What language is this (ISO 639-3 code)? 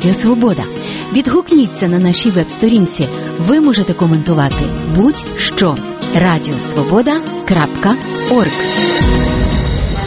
ukr